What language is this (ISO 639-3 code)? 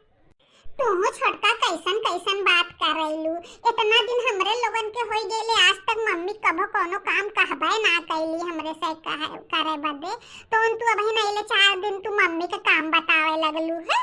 bho